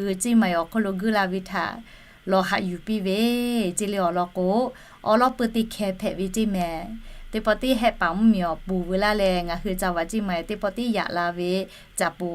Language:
Lahu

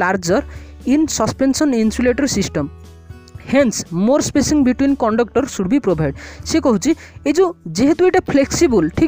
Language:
Hindi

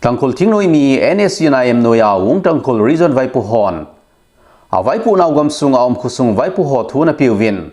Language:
Thado Chin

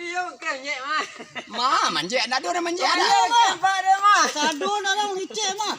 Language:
Minangkabau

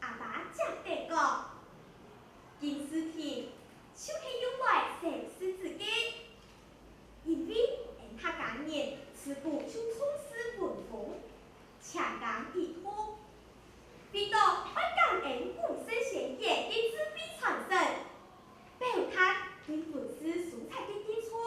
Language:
Hakka Chinese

